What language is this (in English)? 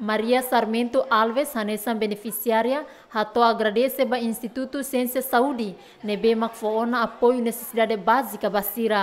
Tetum